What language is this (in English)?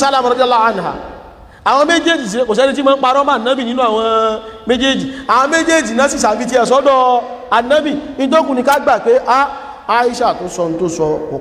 Yoruba